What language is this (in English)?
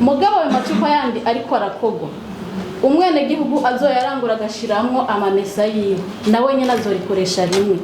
Rundi